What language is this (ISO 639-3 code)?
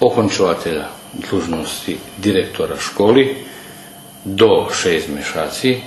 rue